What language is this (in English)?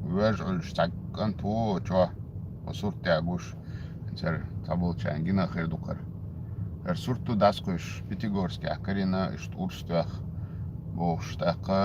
Chechen